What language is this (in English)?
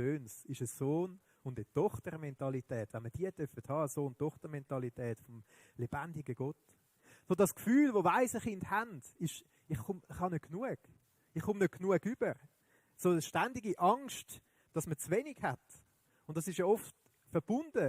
Swiss German